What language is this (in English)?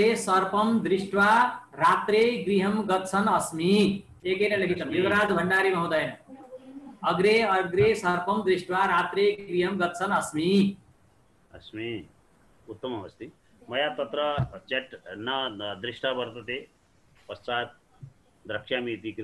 Sanskrit